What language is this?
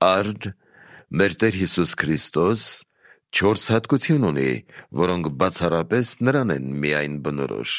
Armenian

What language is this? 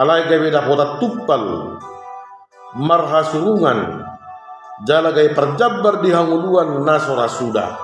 Batak Toba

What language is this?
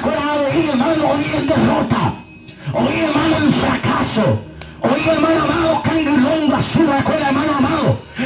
Guarani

